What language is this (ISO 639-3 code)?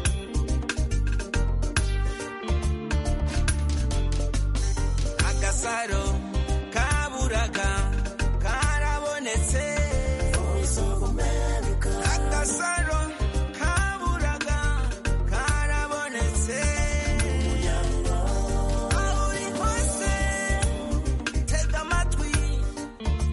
kin